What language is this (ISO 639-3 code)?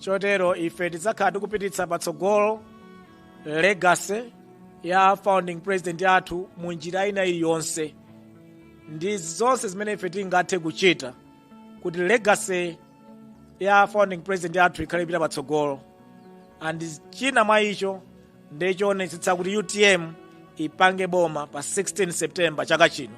nya